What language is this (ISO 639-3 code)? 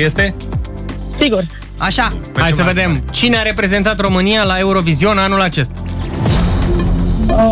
ron